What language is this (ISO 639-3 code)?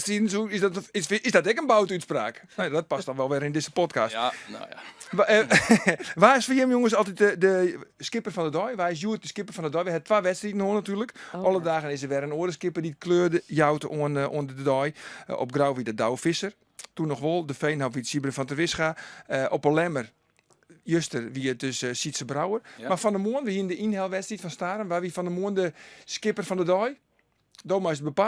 fry